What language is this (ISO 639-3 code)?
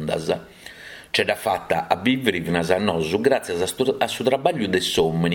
srd